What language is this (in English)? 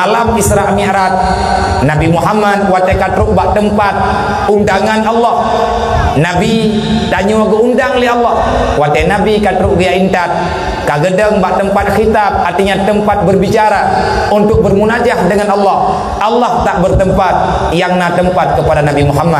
Achinese